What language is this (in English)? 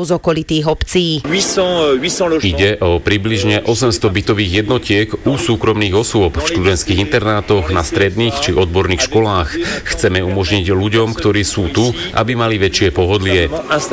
Slovak